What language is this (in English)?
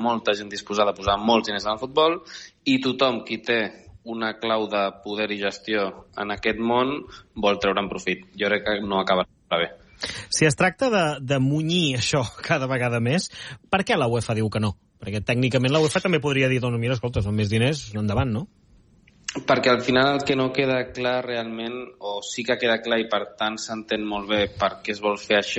Catalan